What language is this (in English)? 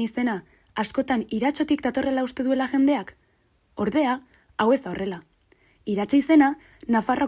Basque